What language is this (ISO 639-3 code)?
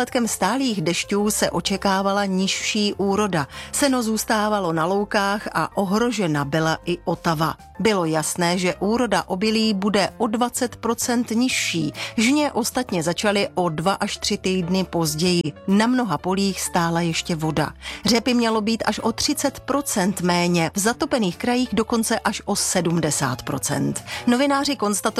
ces